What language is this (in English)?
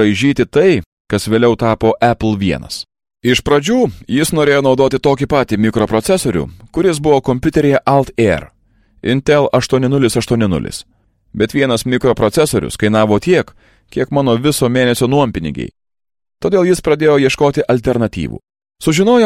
Lithuanian